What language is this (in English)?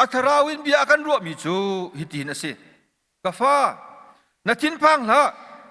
Hakha Chin